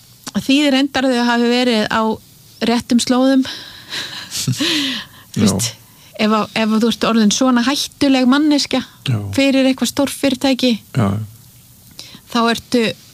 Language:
Icelandic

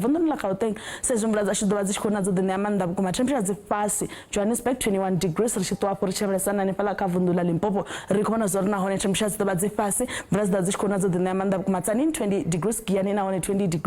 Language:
Venda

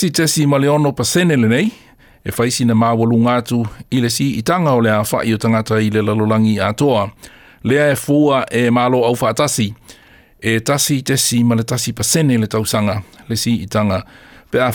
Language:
Samoan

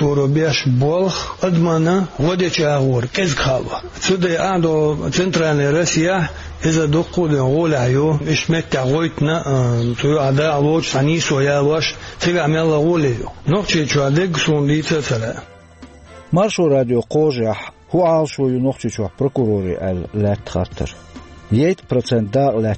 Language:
Chechen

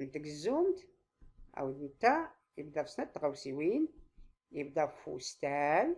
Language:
Tachelhit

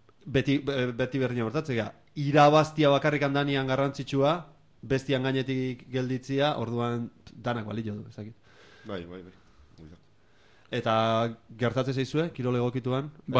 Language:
Basque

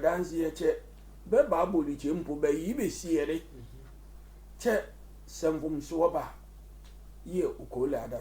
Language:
Sehwi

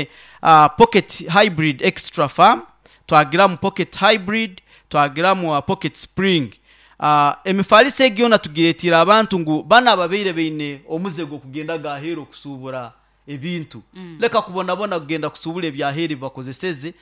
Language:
Nyankole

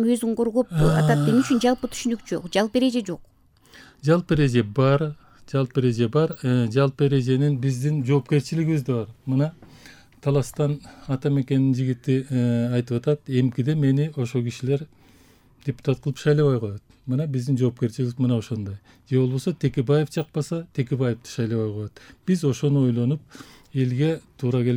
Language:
Kyrgyz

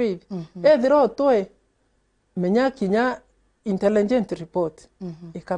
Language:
Meru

